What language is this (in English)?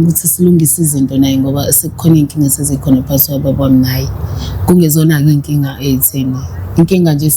Zulu